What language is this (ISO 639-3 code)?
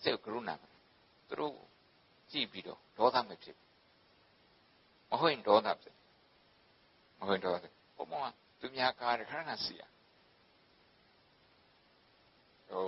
mya